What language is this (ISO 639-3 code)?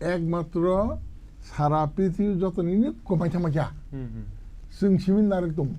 trp